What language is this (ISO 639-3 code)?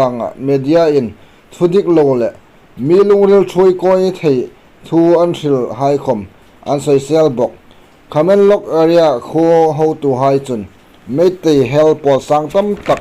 hmr